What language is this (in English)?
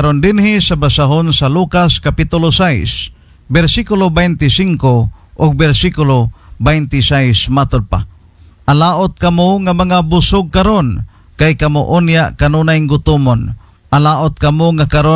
Cebuano